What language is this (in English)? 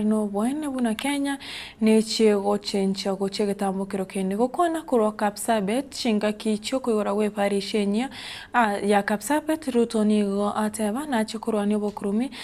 Gusii